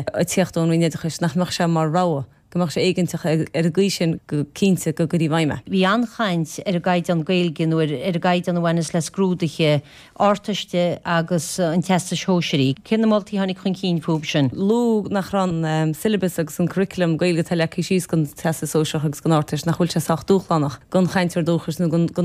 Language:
Irish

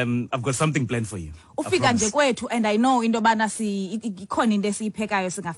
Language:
Xhosa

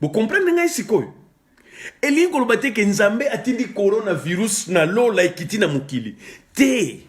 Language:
Lingala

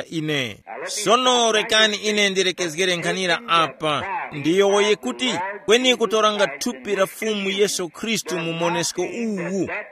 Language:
Tumbuka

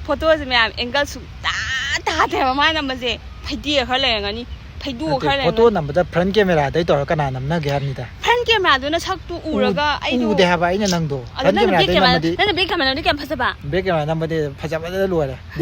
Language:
Manipuri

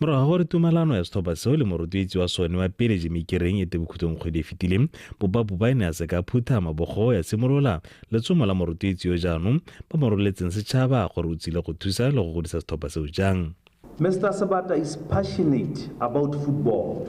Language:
Tswana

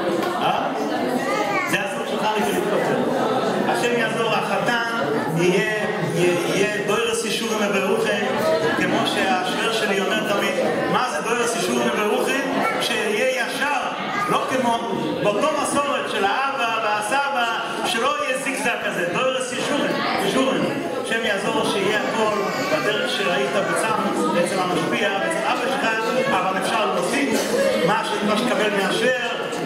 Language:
Hebrew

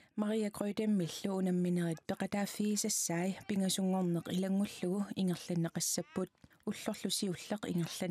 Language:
Kalaallisut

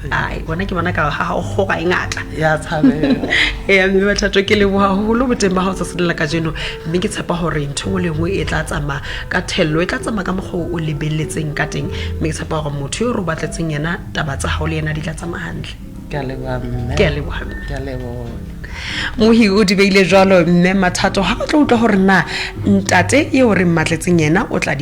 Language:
Southern Sotho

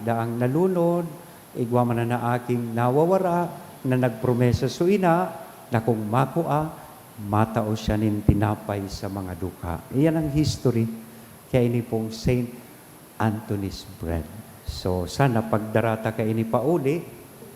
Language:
Bikol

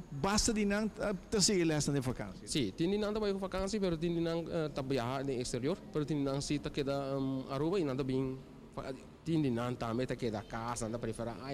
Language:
Papiamento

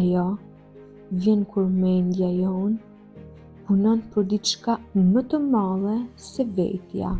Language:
Albanian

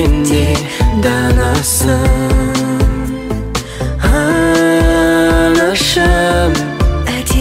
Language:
Kazakh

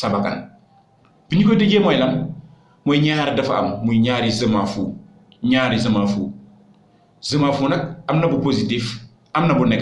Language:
Wolof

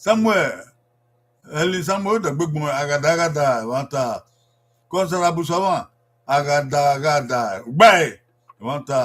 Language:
Bini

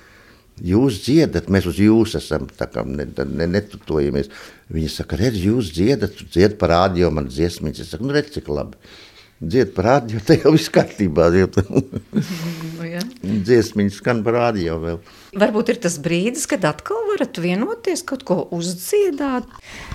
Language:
Latvian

